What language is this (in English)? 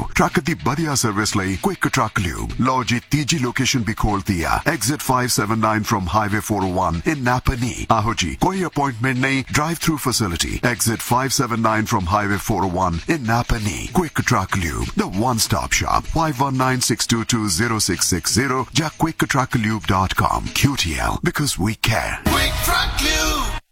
Punjabi